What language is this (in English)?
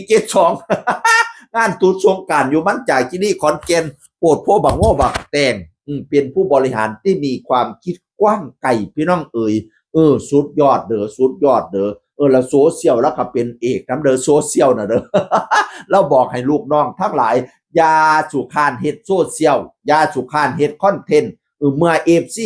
Northeastern Thai